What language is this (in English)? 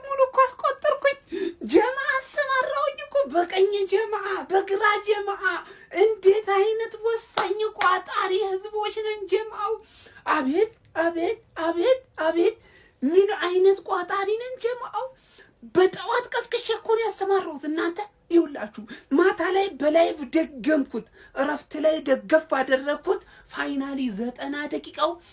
Amharic